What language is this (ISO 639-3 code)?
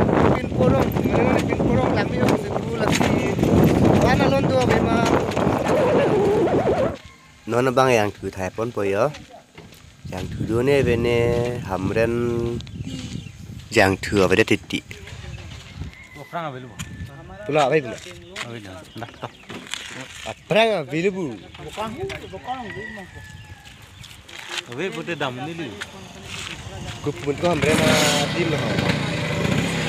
msa